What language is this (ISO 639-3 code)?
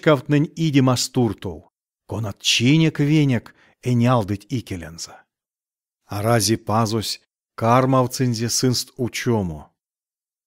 myv